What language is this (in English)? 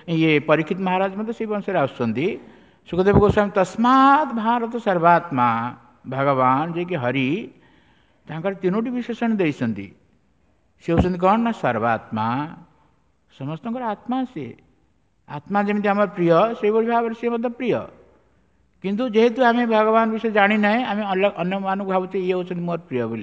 Odia